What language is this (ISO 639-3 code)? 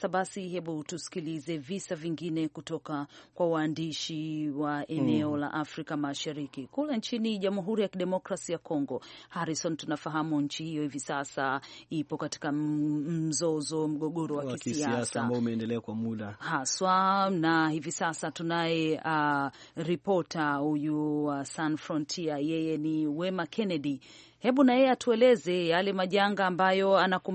swa